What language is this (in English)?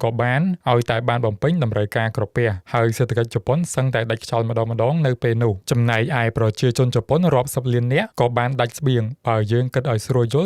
Khmer